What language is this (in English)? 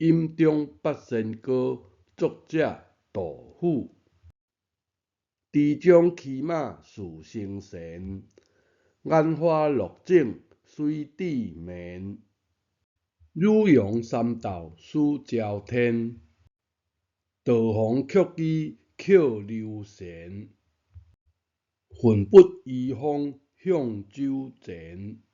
Min Nan Chinese